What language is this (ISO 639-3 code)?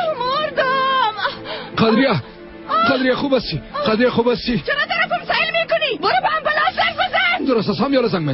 fas